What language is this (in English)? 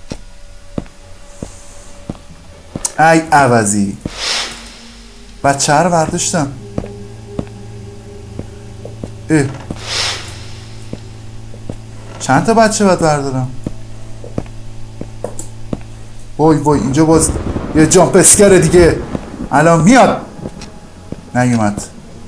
Persian